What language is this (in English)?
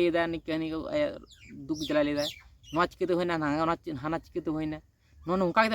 Santali